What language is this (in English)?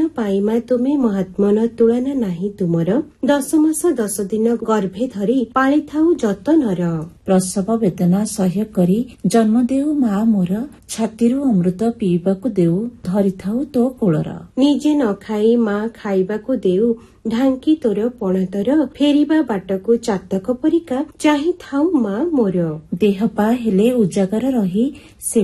Odia